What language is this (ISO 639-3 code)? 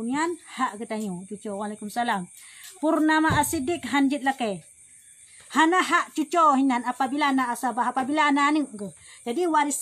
ace